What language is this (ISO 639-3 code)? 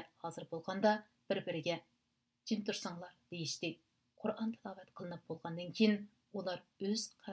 uig